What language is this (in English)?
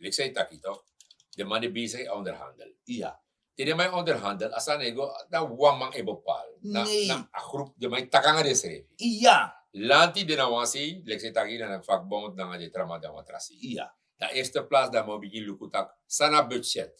Sranan Tongo